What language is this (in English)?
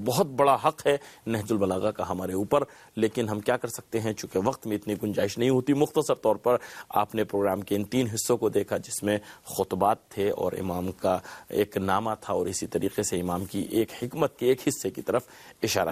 Urdu